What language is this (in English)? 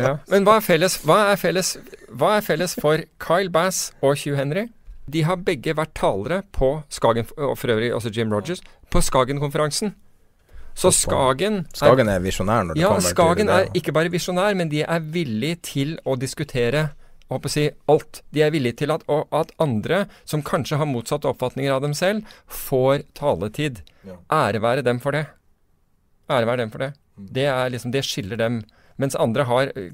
Norwegian